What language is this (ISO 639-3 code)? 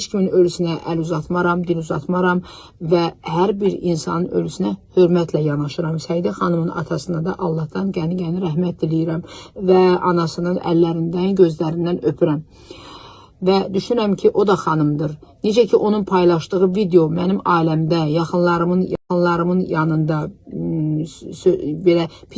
aze